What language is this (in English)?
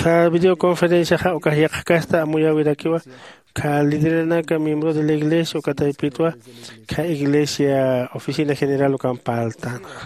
Aymara